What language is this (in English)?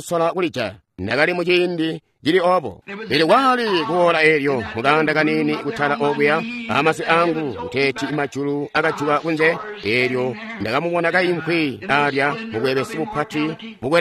Tonga (Zambia)